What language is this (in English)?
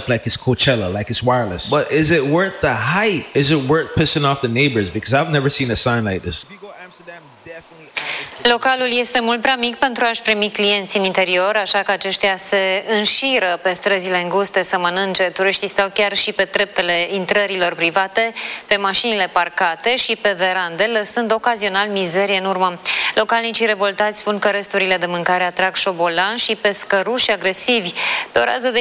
Romanian